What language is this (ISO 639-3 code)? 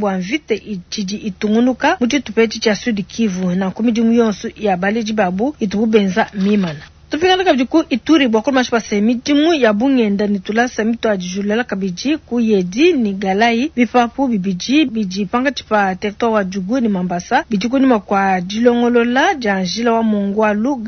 lua